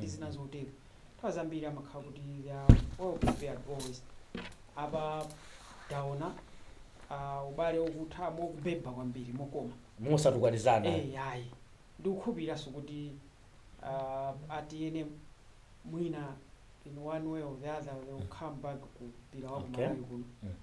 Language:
Nyanja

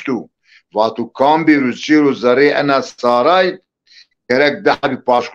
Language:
Zaza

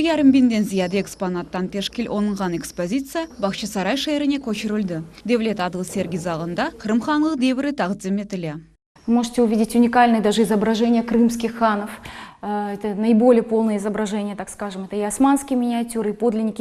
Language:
Crimean Tatar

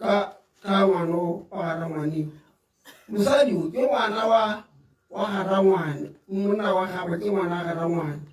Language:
Tswana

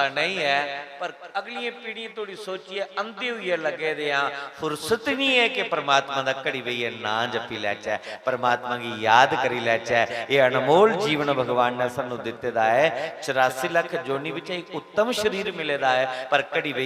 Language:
Dogri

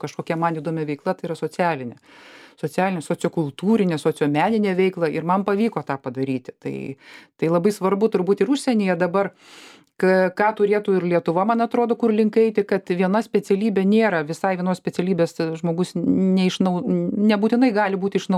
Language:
Lithuanian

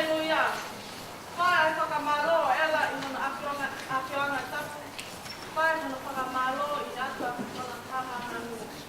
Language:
Tongan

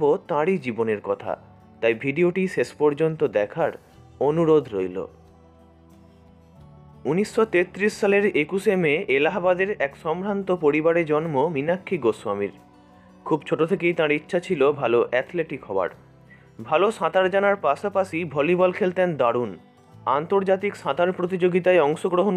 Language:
Bangla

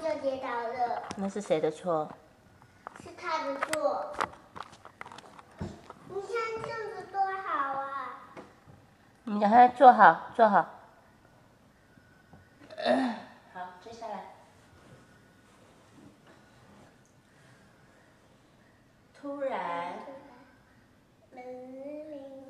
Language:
Chinese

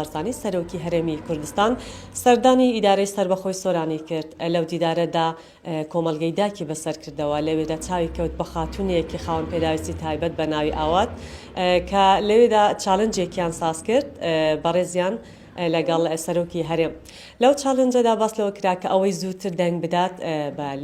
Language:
Central Kurdish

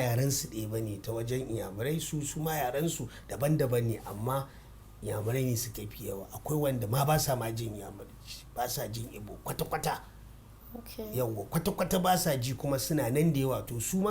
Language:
Hausa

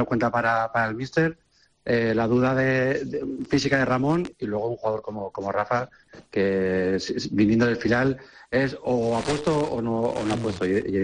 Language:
Spanish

